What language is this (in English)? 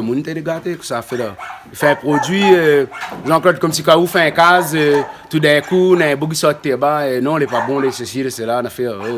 Réunion Creole French